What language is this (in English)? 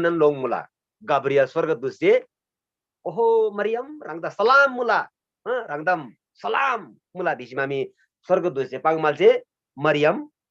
Eastern Tamang